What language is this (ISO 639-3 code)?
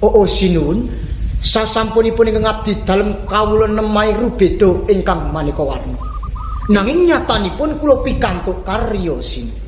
jav